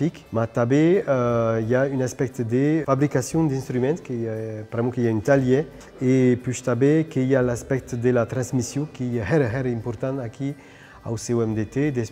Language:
Occitan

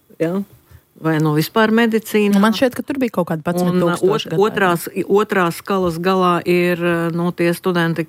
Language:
Latvian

